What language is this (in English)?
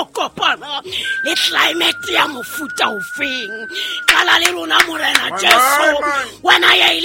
Southern Sotho